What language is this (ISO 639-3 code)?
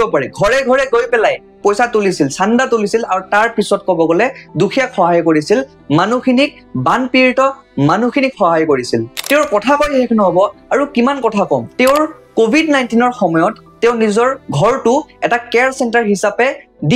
asm